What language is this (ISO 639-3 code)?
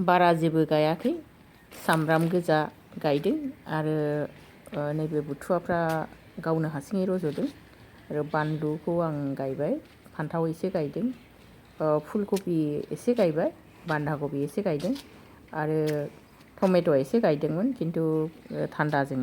brx